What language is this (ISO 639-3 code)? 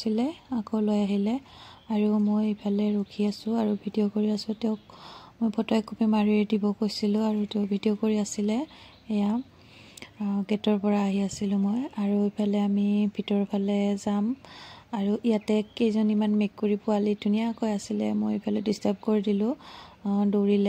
asm